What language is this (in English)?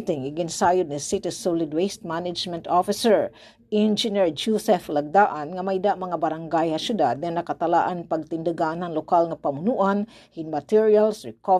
Waray